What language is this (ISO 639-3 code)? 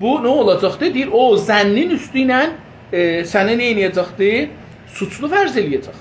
azb